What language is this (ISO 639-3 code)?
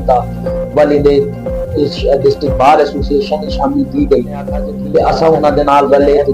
skr